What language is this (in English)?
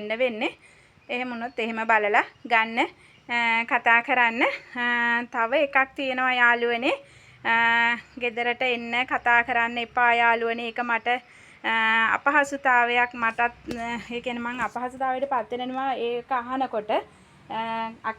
Sinhala